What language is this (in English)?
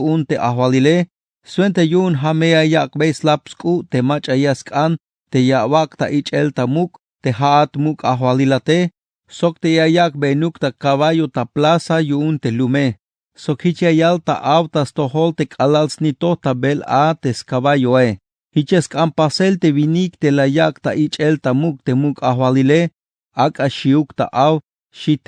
Tzeltal